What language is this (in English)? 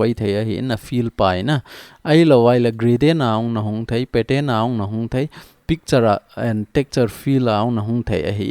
Thado Chin